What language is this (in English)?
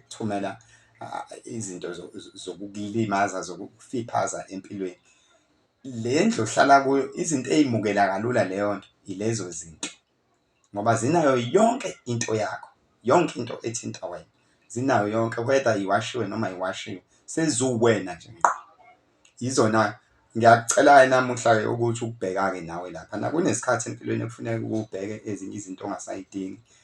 Zulu